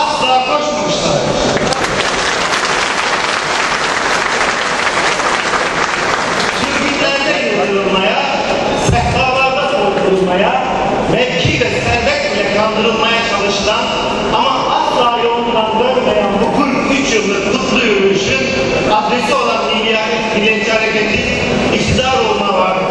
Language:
Turkish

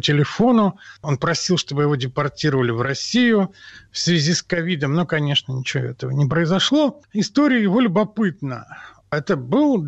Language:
Russian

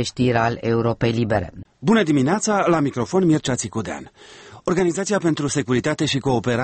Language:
Romanian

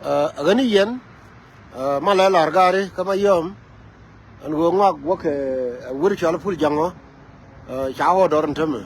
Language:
Nuer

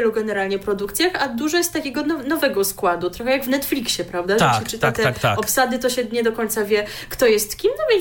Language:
Polish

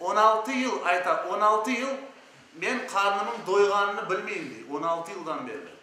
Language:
Crimean Tatar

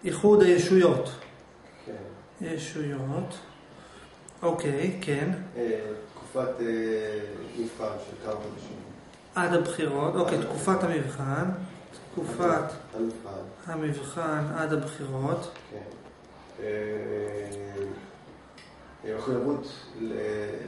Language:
Hebrew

